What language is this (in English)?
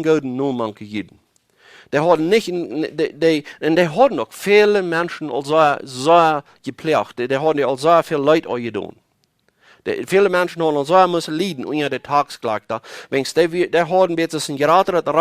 Plautdietsch